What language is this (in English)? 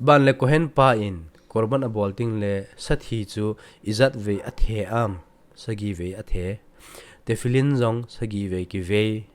Thado Chin